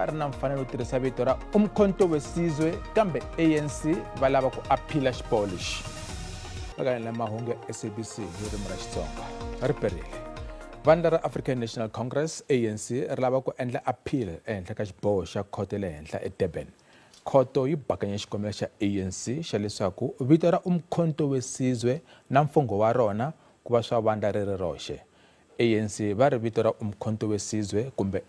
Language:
Tsonga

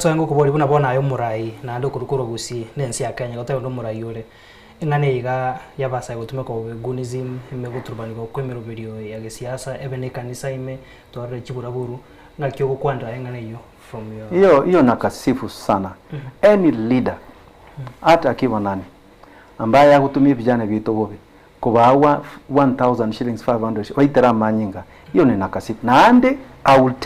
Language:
Gusii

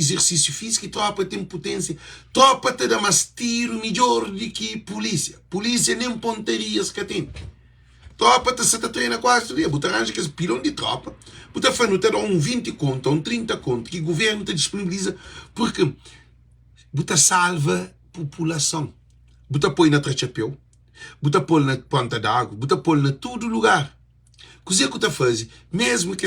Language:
Kabuverdianu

